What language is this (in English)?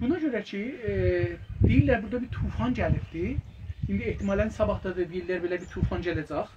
South Azerbaijani